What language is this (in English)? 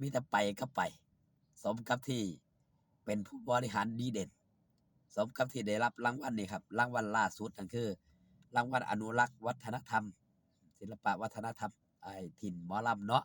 Northeastern Thai